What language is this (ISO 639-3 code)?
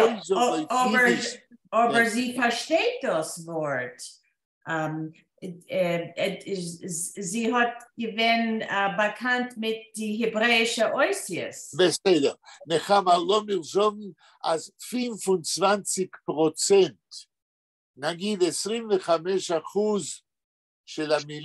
yid